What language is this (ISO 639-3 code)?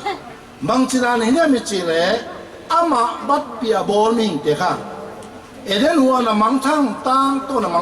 pck